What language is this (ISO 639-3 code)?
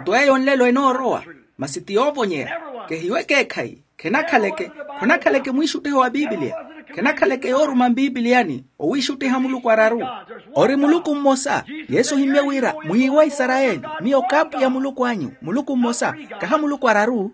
vmw